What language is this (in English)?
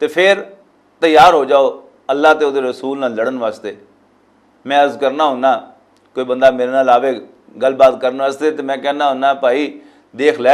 Western Panjabi